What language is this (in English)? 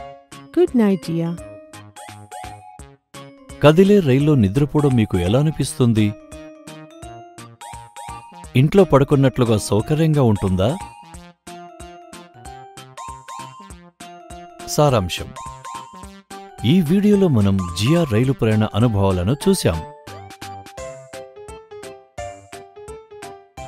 Telugu